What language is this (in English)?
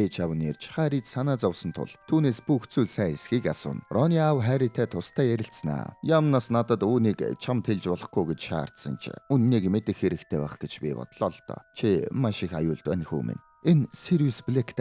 Mongolian